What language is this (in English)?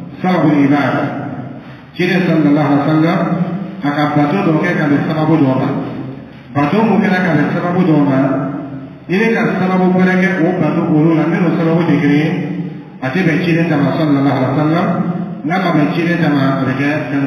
Dyula